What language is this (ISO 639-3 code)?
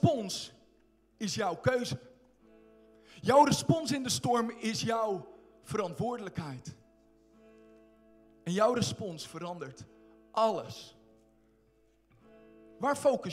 nld